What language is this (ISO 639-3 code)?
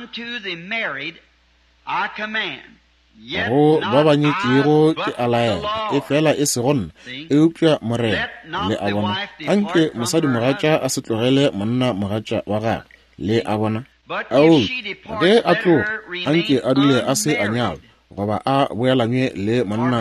nso